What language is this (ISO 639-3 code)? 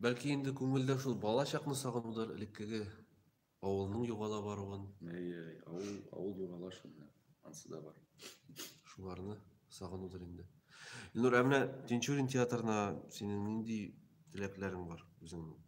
tat